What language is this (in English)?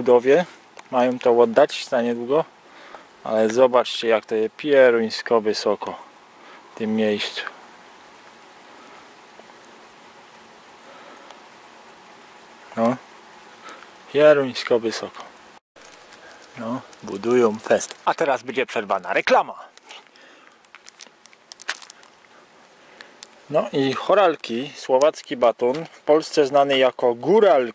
Polish